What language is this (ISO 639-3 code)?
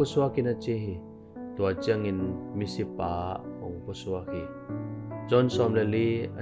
ctd